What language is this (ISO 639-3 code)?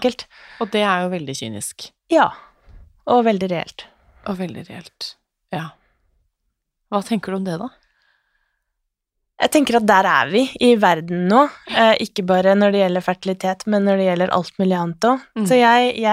nor